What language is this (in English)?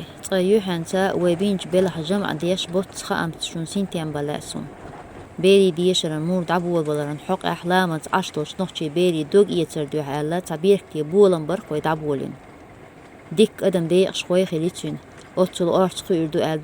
Chechen